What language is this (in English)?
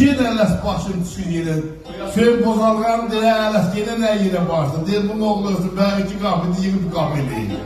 South Azerbaijani